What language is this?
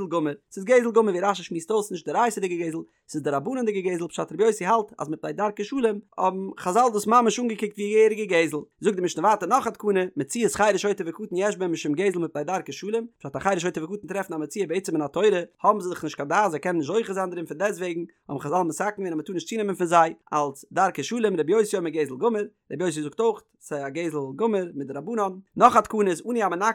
Yiddish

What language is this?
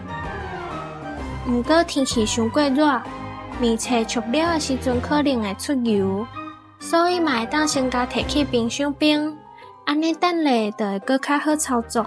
Min Nan Chinese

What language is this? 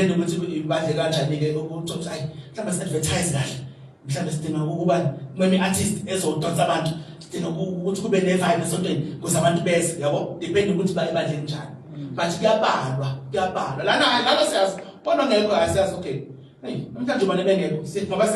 Zulu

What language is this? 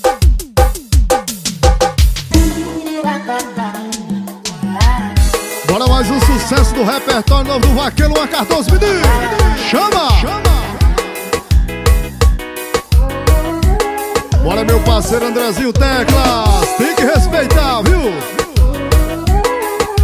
Portuguese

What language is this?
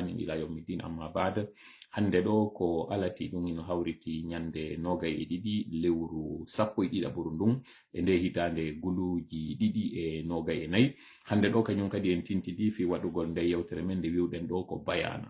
Fula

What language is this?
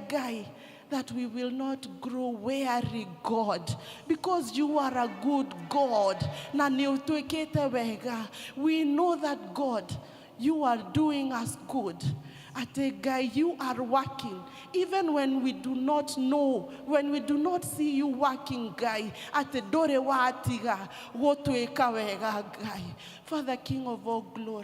Kikuyu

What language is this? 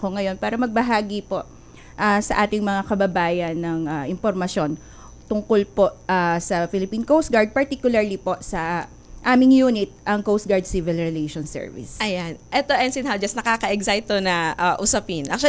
Filipino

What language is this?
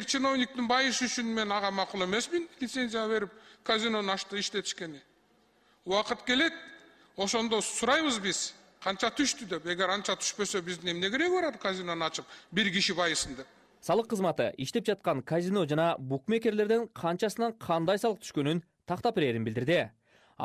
Kyrgyz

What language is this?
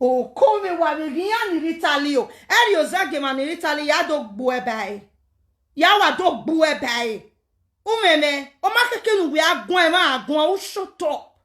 Nigerian Pidgin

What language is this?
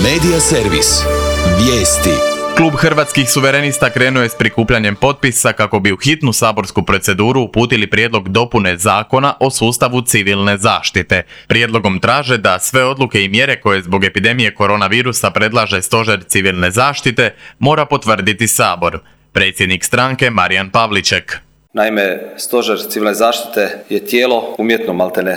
Croatian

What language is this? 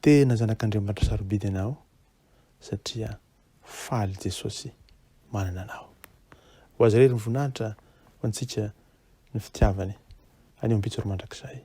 Malagasy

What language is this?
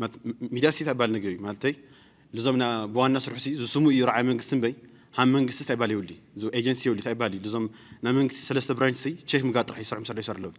Tigrinya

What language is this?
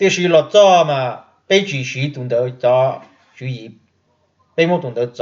Hmong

